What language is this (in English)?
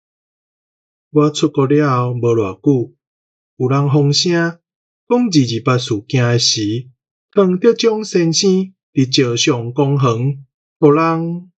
Min Nan Chinese